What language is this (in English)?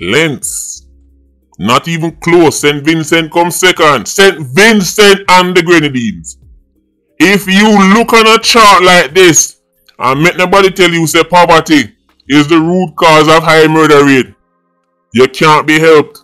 Jamaican Creole English